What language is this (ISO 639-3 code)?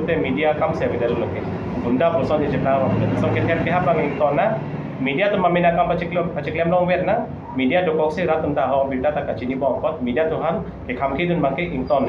mjw